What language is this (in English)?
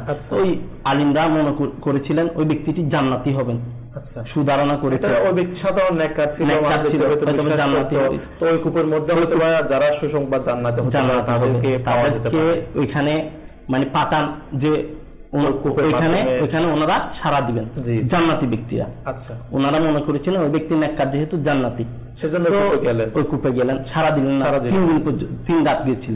Bangla